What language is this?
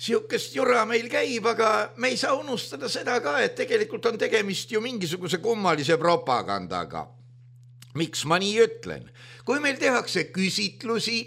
Estonian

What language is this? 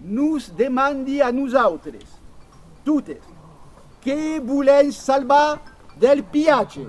Occitan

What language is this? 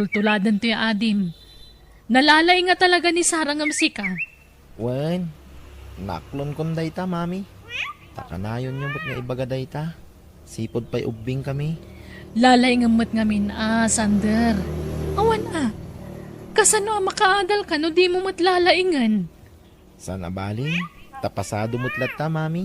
Iloko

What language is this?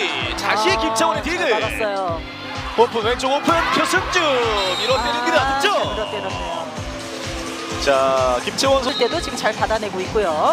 Korean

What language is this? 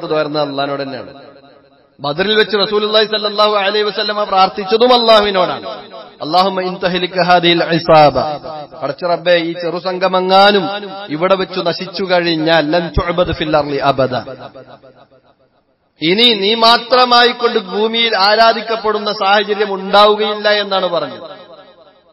Malayalam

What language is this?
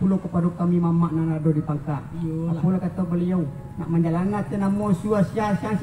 Minangkabau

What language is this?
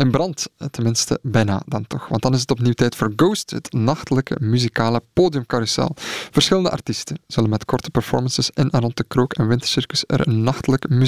Dutch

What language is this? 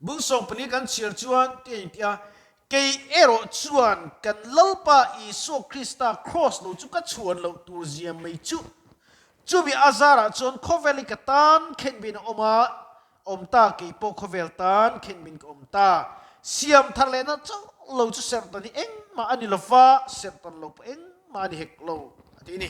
Mizo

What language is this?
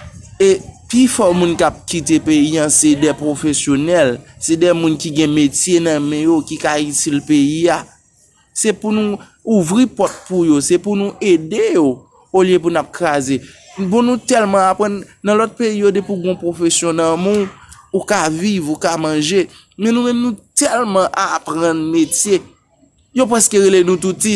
Haitian Creole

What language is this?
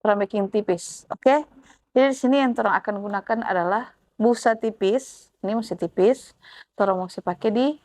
Manado Malay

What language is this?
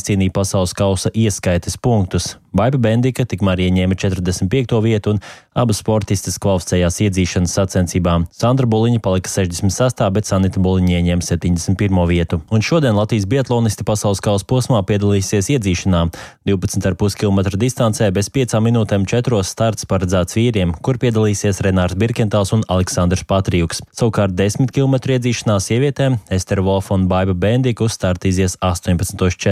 Latvian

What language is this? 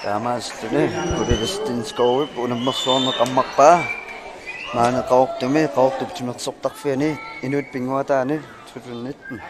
Kalaallisut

